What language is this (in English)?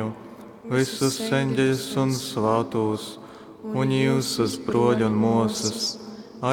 Latgalian